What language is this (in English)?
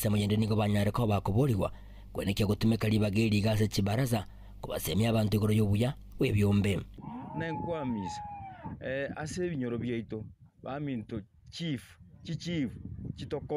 Gusii